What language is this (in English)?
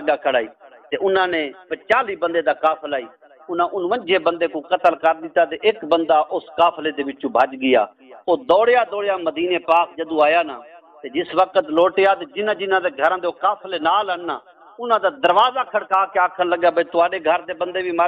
Saraiki